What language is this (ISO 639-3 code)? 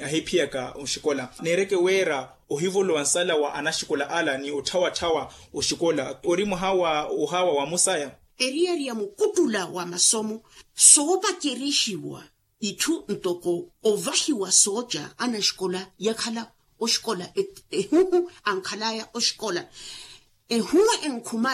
vmw